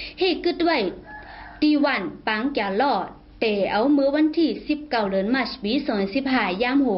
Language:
Shan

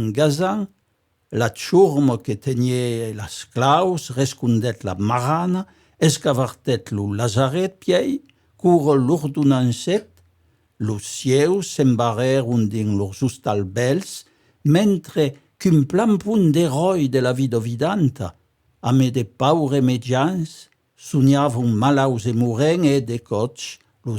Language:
Occitan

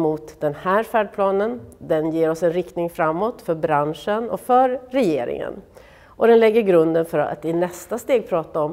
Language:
Swedish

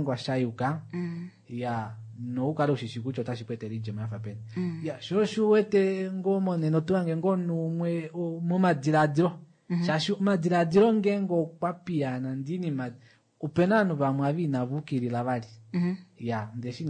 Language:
Kuanyama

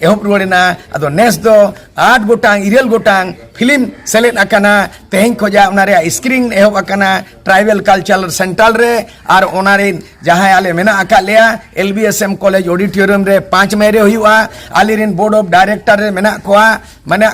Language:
Santali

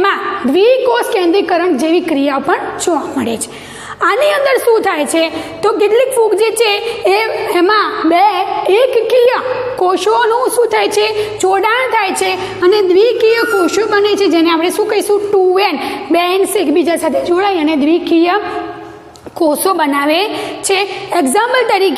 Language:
Gujarati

